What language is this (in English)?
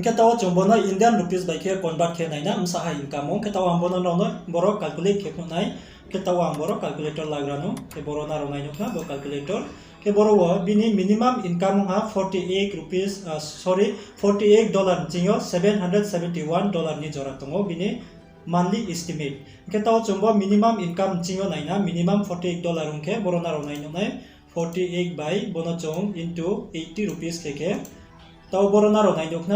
Riang (India)